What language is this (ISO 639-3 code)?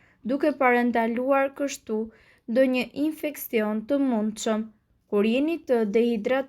sqi